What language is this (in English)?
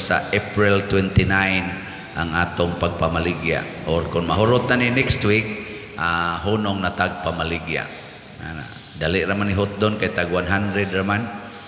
Cebuano